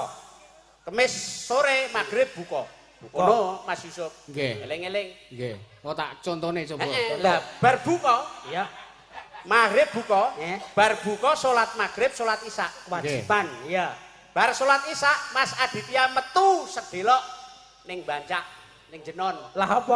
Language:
Javanese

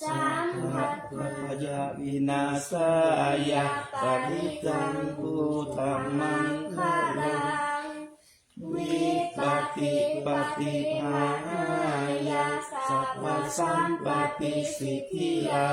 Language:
Pali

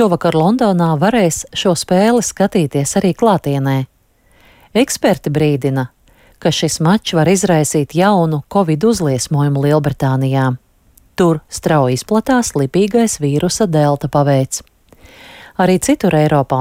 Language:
Latvian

